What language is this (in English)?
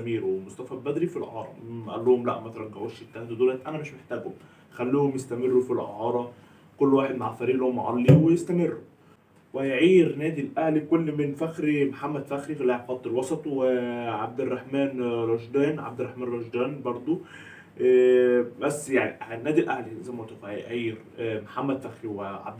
Egyptian Arabic